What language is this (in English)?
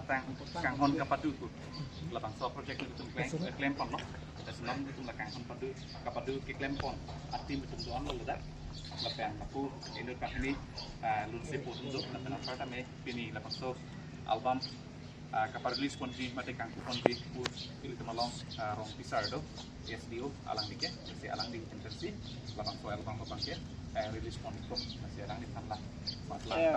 Karbi